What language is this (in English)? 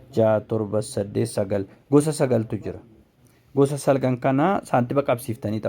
Oromo